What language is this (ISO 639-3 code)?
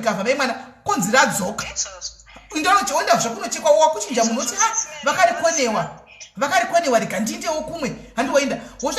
sna